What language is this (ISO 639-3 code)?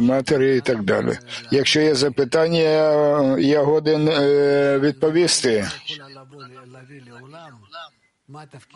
ukr